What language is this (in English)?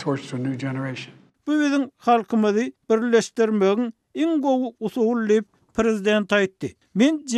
Turkmen